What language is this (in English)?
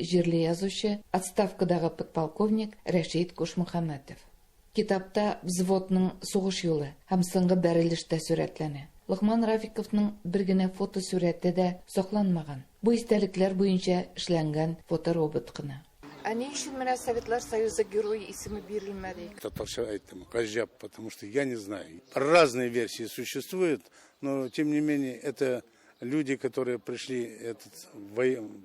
Tatar